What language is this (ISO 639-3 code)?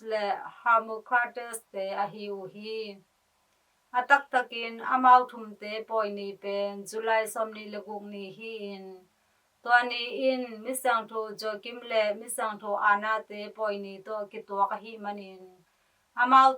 ctd